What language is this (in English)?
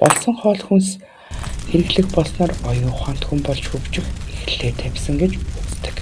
Mongolian